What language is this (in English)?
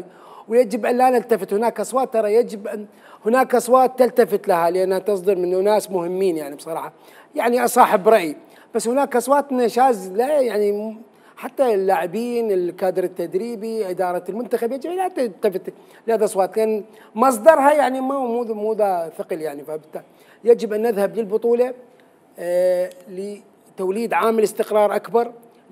Mesopotamian Arabic